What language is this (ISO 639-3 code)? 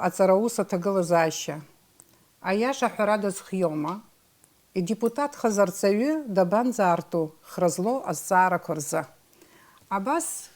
abk